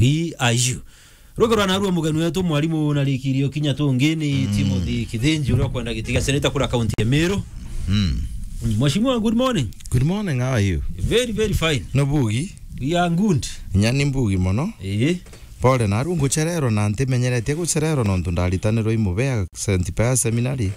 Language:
Meru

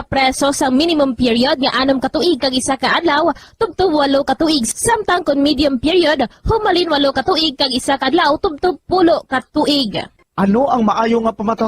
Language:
Hiligaynon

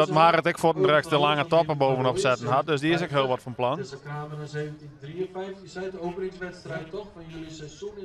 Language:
Western Frisian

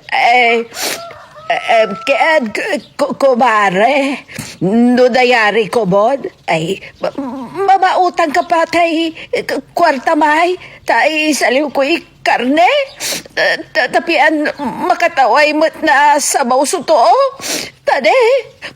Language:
Pangasinan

